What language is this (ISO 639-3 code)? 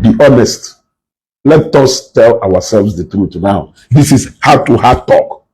ibo